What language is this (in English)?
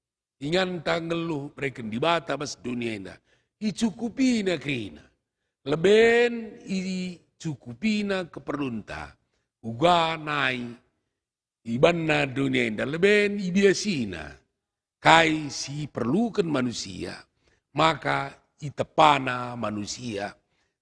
Batak Karo